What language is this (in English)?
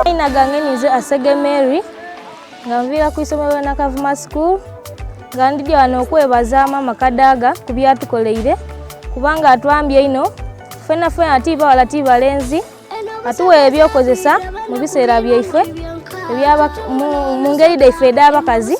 Soga